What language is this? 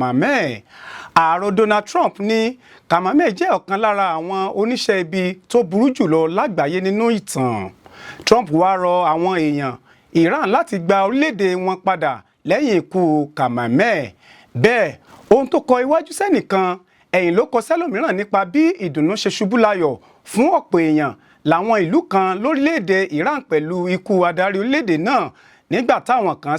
Yoruba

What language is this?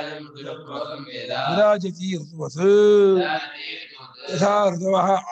Kannada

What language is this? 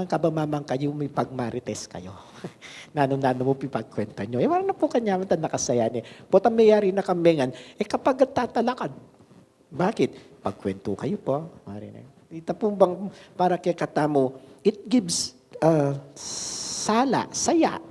Pampanga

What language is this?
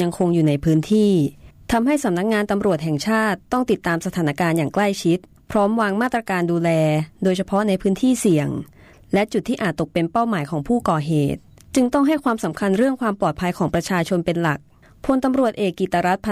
Thai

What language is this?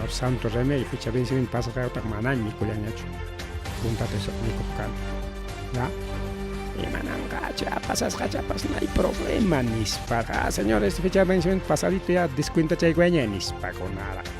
Ayacucho Quechua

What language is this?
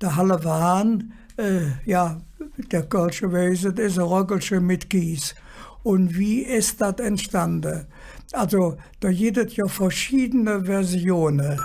Colognian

